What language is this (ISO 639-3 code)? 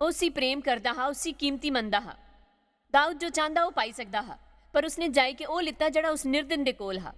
doi